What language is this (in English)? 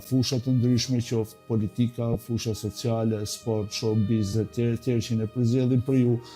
Albanian